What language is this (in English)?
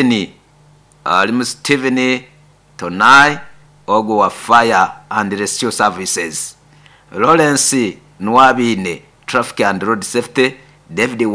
Nyoro